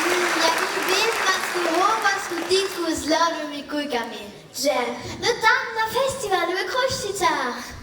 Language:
Upper Sorbian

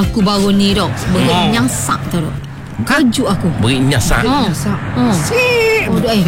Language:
Malay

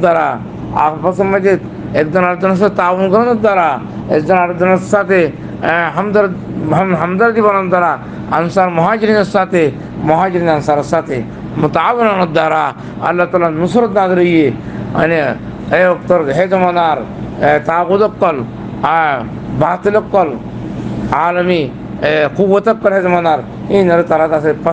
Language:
Rohingya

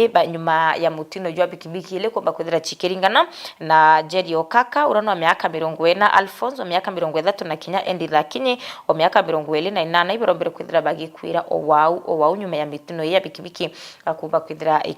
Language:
Meru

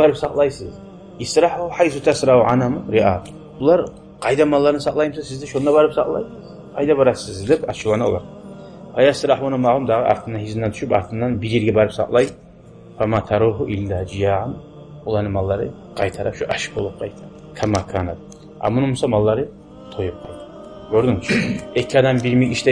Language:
Kumyk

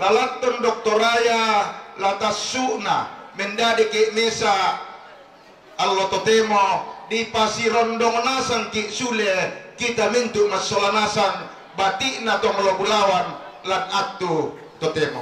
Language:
Toraja-Sa'dan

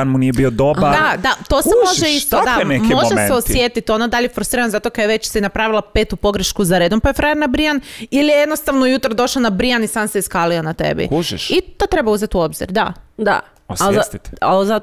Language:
Croatian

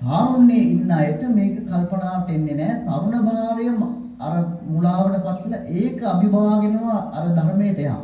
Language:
Sinhala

